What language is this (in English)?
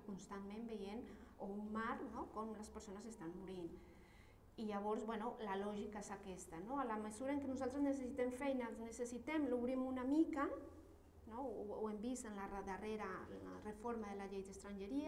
Catalan